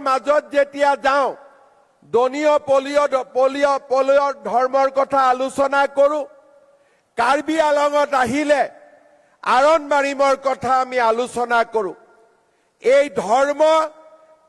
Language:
Karbi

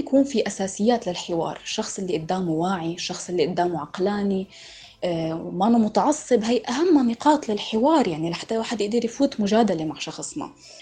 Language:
North Levantine Arabic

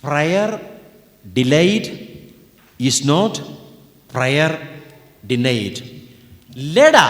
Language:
Khasi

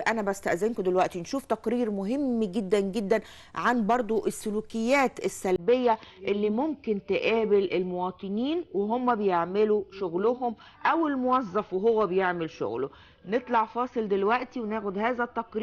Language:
Egyptian Arabic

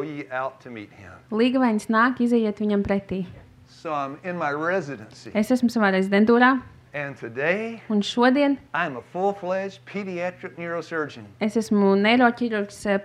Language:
Latvian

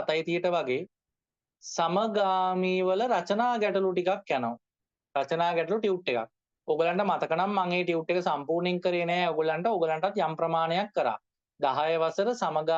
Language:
Sinhala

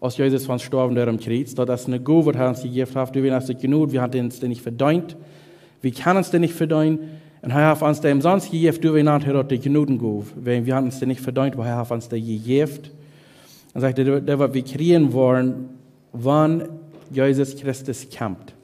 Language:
Plautdietsch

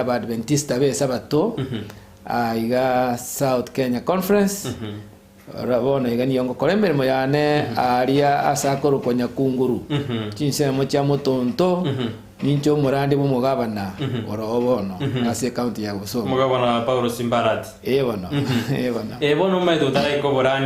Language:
Gusii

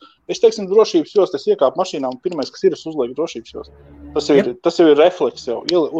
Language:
Latvian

